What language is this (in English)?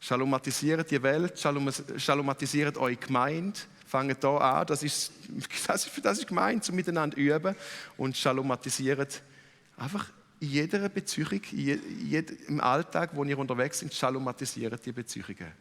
Swiss German